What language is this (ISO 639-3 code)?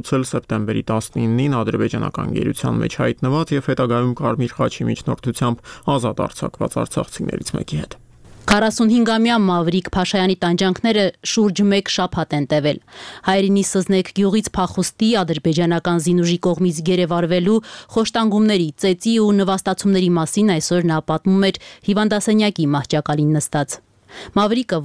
hye